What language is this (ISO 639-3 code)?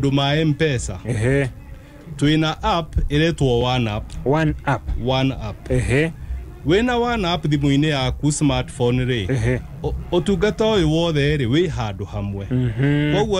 kik